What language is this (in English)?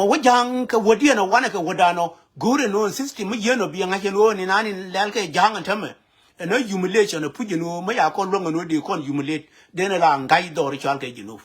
Nuer